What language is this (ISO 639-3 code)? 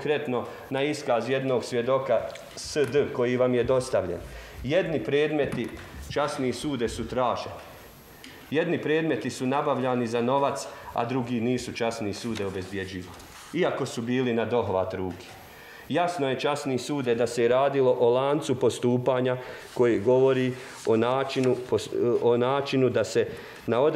bos